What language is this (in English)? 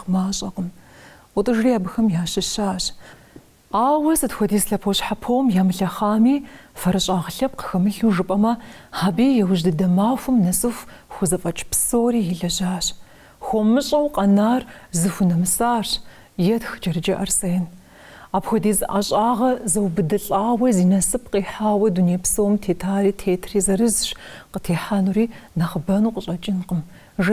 Kabardian